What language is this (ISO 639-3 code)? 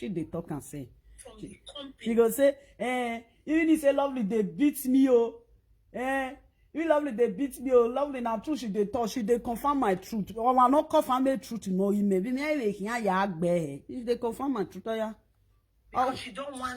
pcm